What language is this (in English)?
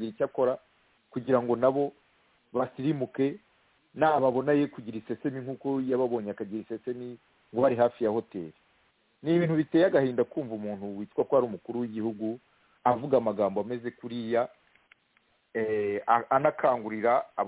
Kinyarwanda